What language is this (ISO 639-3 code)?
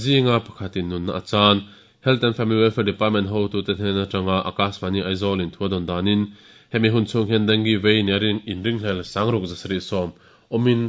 lus